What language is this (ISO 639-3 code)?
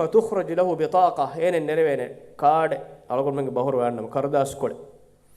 div